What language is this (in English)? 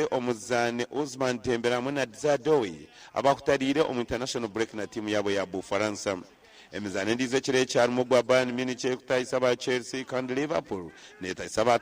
Nyankole